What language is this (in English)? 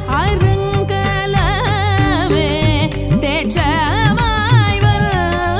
Tamil